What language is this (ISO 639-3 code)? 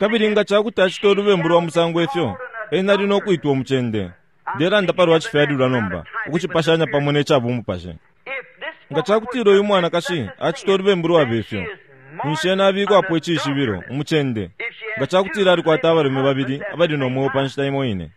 bem